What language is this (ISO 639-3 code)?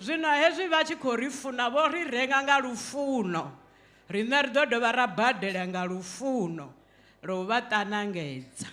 ven